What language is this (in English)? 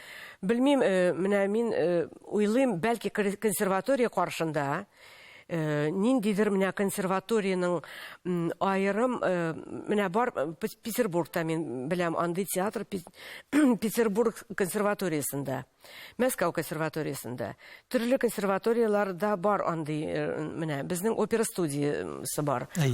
Tatar